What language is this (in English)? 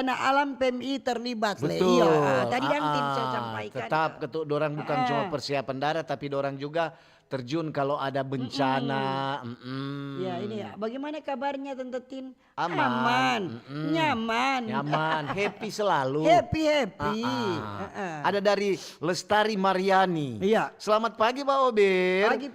Manado Malay